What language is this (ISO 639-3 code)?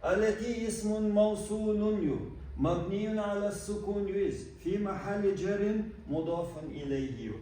che